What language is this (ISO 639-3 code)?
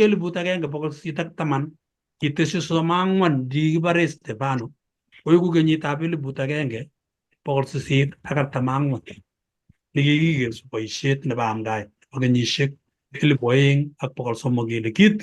kln